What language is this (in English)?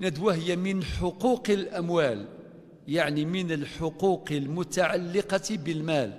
Kabyle